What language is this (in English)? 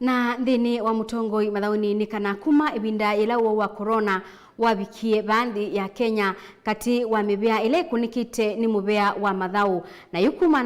Kamba